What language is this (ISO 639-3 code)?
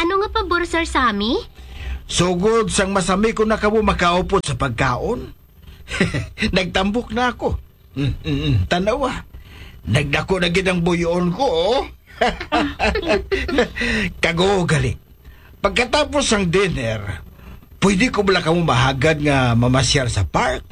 hil